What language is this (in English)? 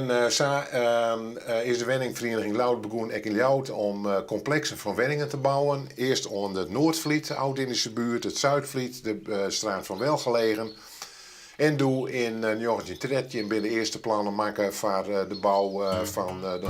Western Frisian